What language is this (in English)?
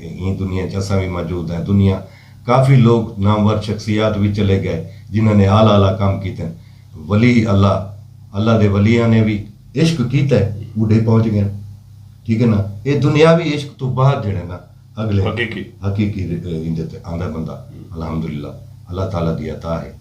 Saraiki